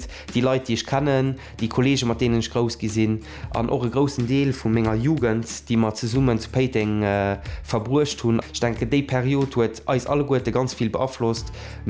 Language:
Luxembourgish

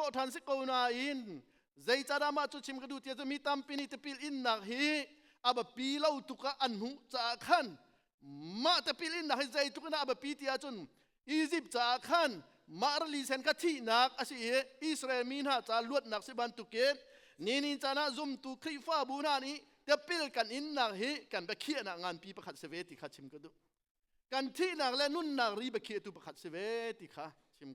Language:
Hakha Chin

